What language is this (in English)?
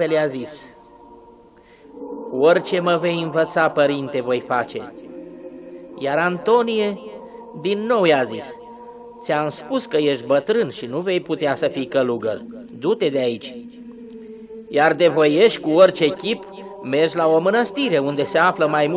Romanian